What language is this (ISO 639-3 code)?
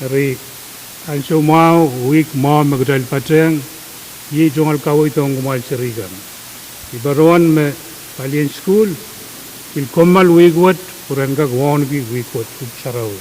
pon